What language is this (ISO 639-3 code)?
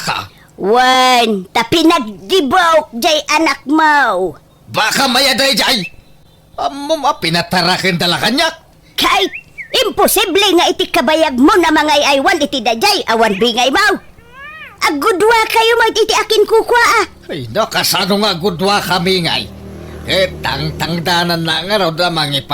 ilo